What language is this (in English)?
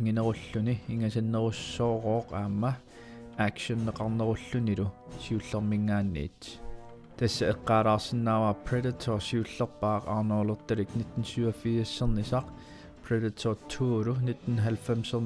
Kalaallisut